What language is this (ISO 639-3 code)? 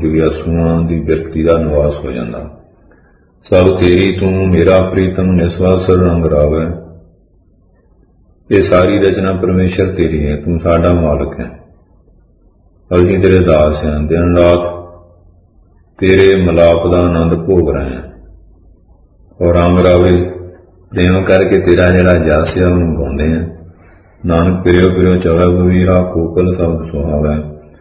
pan